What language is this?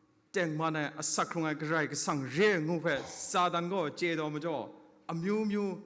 Kachin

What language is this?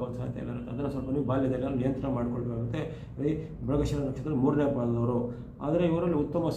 Kannada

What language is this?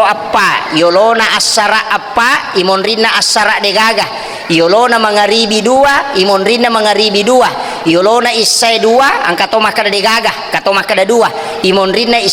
Buginese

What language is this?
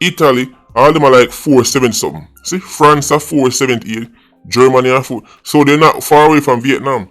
Jamaican Creole English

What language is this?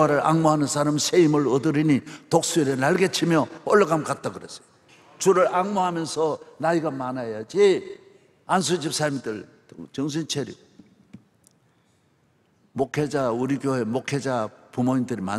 Korean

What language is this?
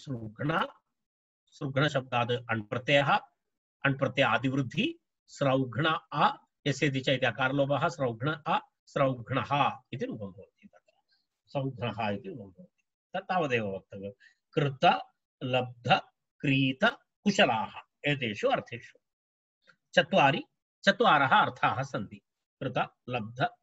Sanskrit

